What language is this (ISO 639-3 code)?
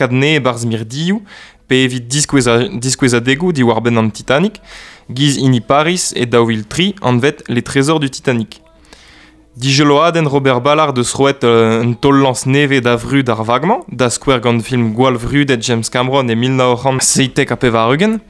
bre